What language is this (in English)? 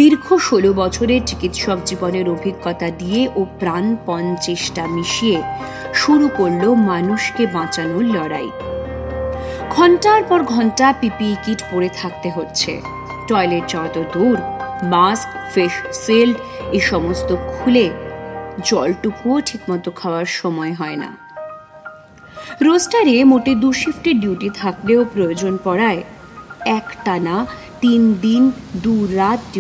Bangla